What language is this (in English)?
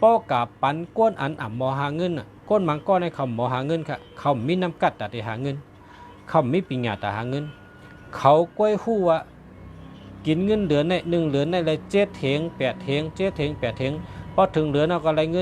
Shan